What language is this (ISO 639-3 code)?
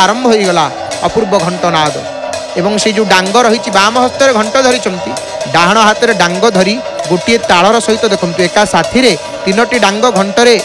ori